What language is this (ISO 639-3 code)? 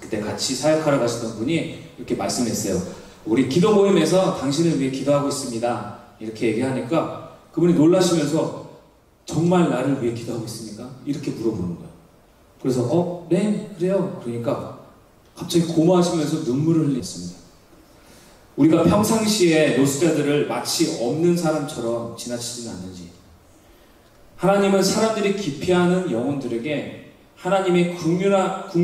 kor